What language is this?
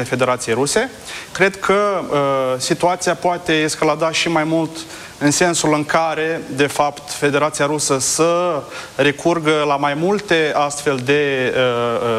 Romanian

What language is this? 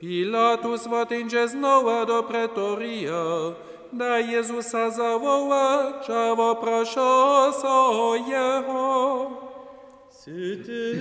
Upper Sorbian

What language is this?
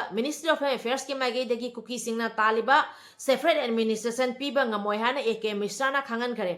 Manipuri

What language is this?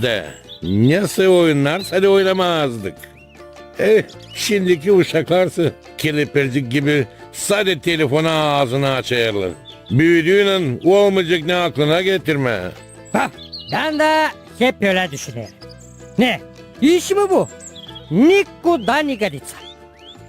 Gagauz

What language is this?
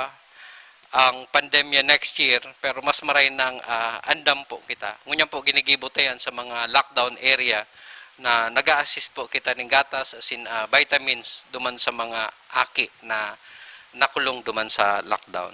Bikol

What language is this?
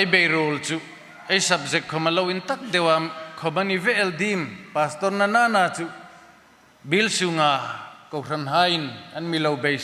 Hmar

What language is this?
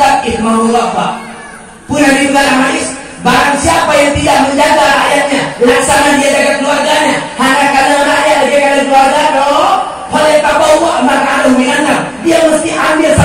Achinese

